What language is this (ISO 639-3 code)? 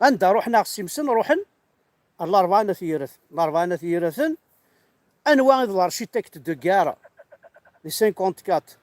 kab